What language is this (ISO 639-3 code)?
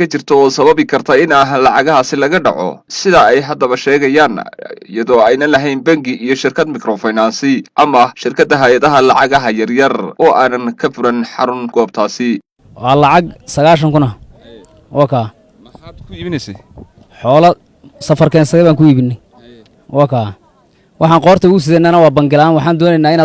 som